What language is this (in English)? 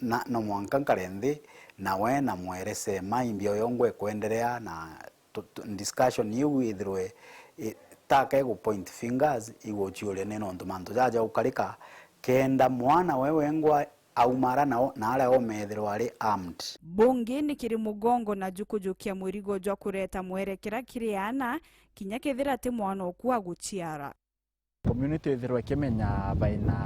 Meru